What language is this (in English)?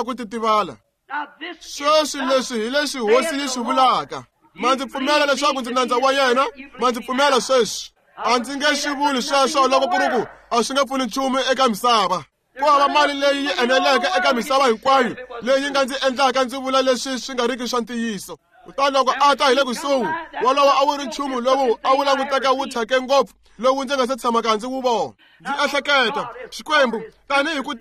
Tsonga